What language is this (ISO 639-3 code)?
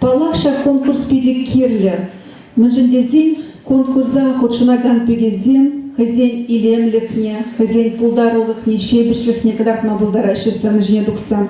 chv